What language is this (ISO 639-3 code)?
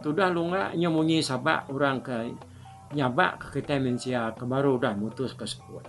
iba